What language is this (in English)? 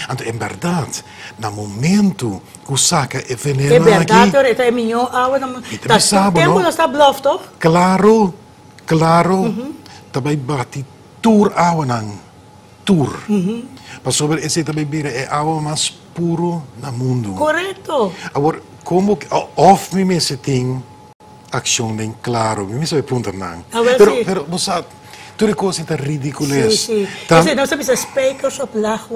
Papiamento